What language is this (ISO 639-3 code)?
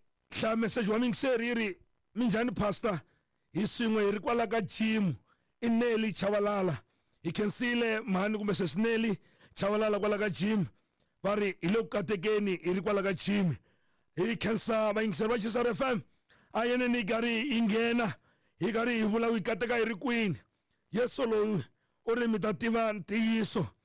tso